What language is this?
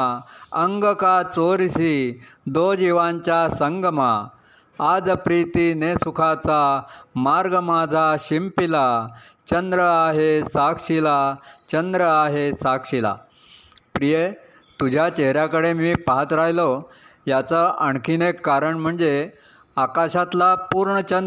Marathi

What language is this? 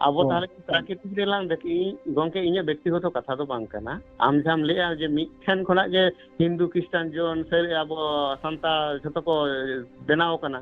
Santali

